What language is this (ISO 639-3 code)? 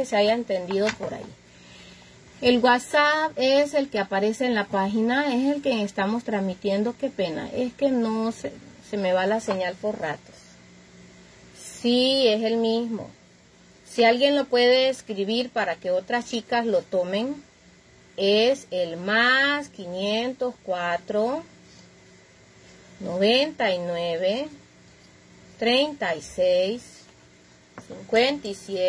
spa